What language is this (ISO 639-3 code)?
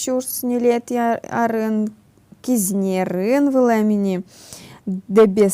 udm